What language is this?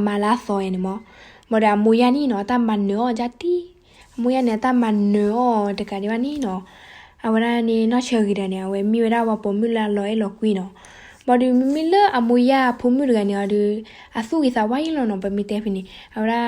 S'gaw Karen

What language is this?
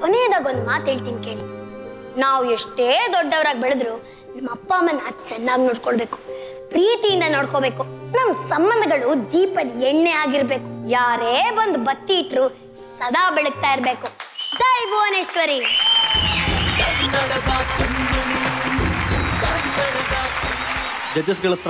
Kannada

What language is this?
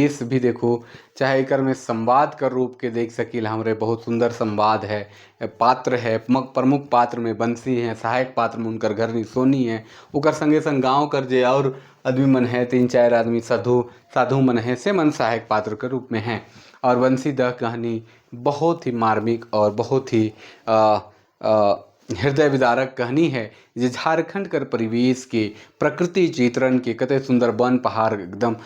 Sadri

